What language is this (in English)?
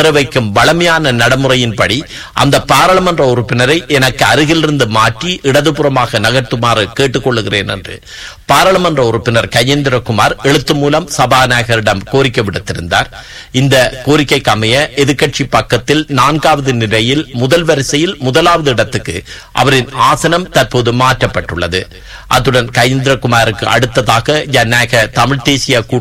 Tamil